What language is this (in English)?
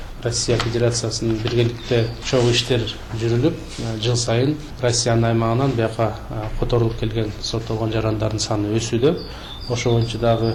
Kyrgyz